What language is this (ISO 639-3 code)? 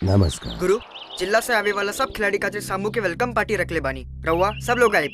bho